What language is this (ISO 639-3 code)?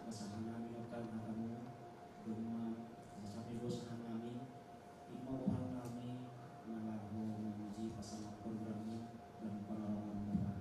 bts